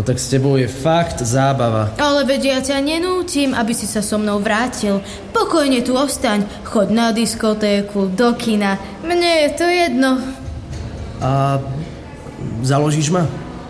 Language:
Slovak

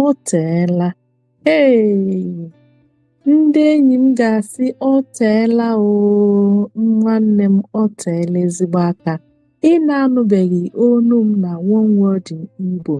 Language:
Igbo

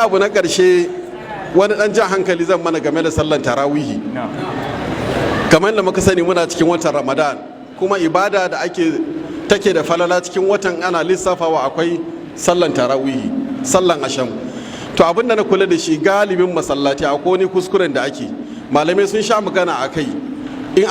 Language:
Hausa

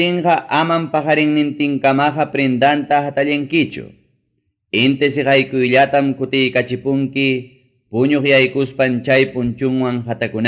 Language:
Ayacucho Quechua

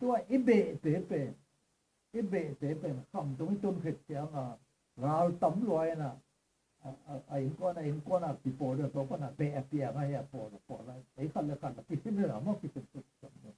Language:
Tedim Chin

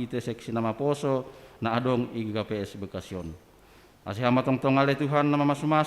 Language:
Batak Simalungun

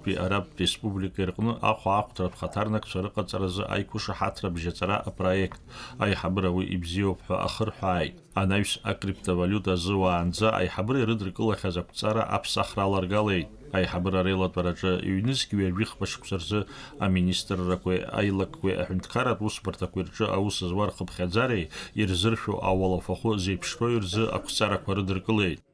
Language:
Abkhazian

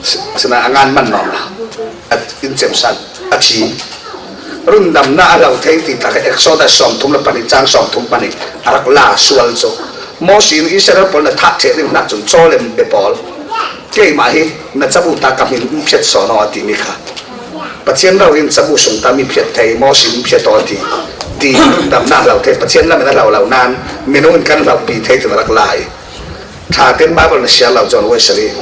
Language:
Falam Chin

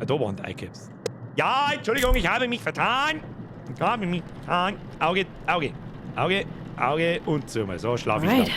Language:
Bavarian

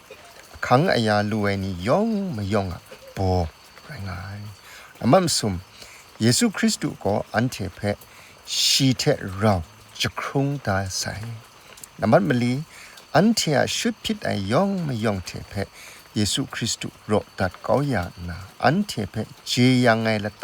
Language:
Kachin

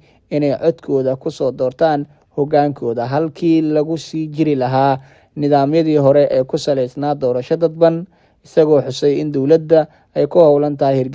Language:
Somali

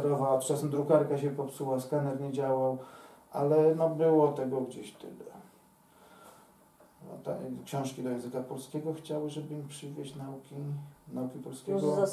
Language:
Polish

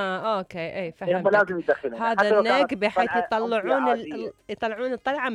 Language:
Mesopotamian Arabic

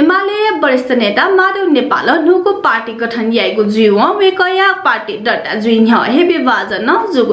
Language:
Newari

